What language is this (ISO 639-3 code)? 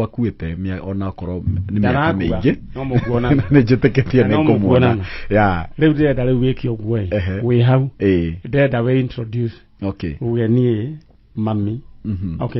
kik